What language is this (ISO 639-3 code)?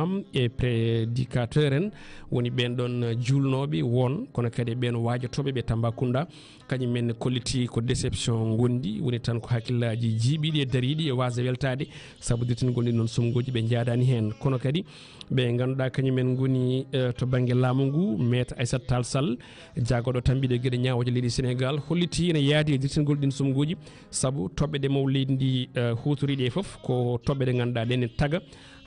ful